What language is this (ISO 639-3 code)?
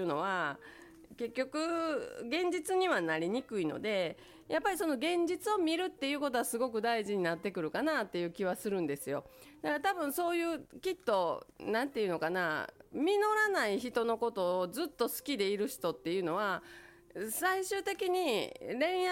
jpn